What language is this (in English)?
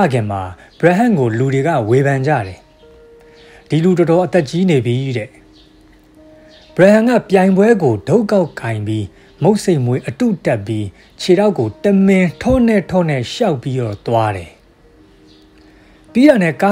Burmese